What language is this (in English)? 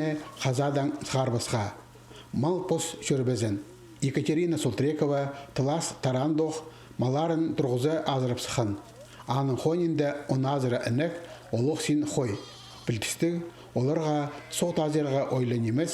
Khakas